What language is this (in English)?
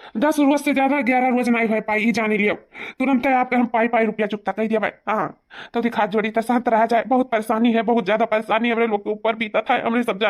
Awadhi